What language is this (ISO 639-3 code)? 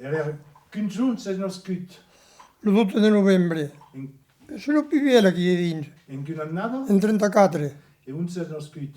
oci